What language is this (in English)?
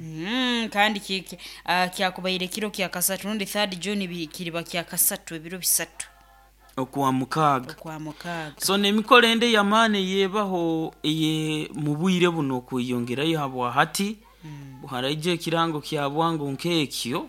Nyoro